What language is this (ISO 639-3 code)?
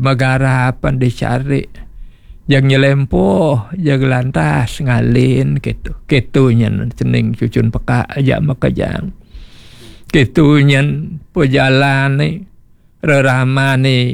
ban